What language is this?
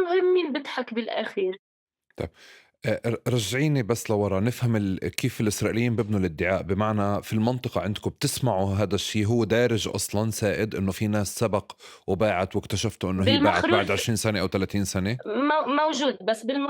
North Levantine Arabic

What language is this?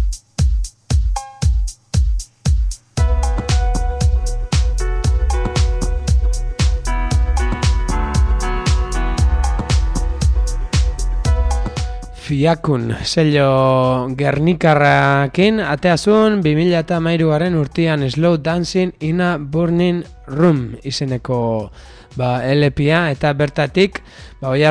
Basque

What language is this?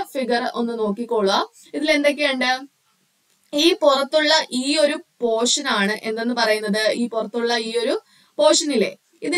Malayalam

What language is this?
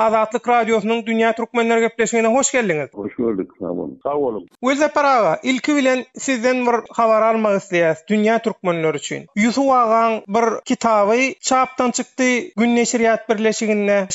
Turkmen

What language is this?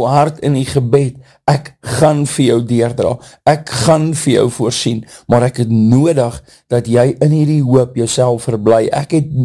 Afrikaans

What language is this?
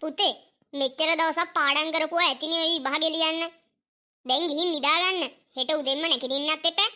Sinhala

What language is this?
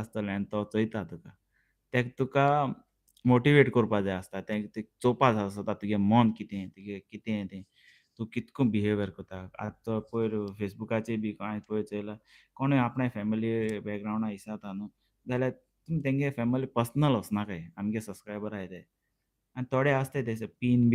Konkani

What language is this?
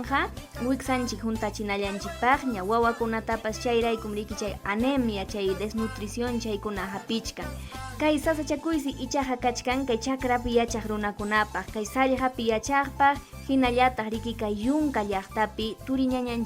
Ayacucho Quechua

